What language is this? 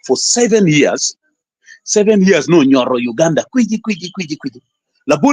Acoli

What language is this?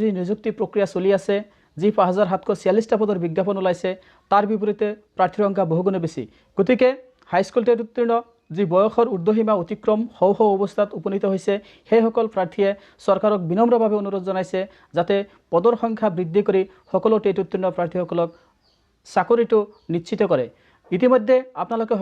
Assamese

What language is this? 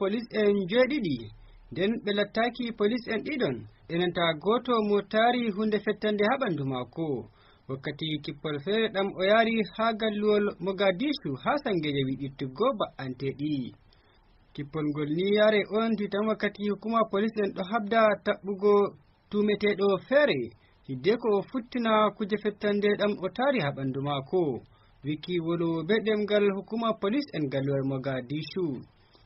Fula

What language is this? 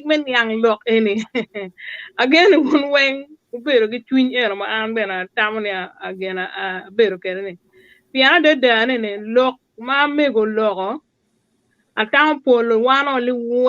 Acoli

